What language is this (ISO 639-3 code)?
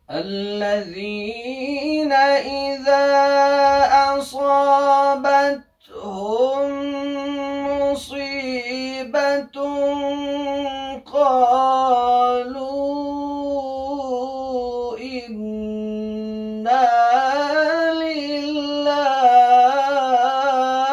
fas